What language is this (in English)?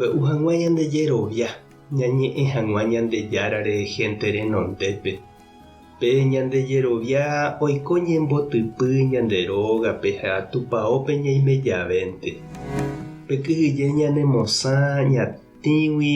Guarani